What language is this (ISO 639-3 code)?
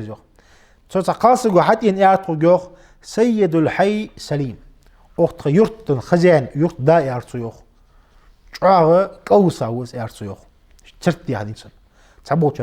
inh